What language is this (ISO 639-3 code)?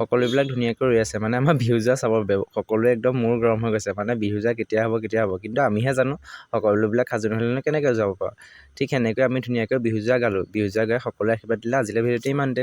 asm